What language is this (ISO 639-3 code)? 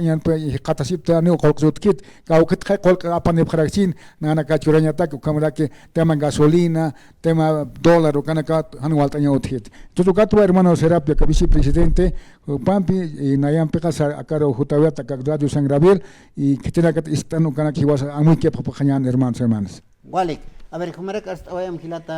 aym